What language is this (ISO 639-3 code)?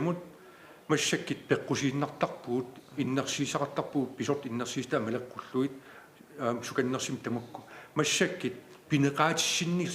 kal